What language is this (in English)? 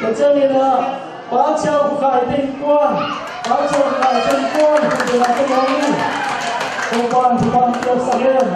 Tedim Chin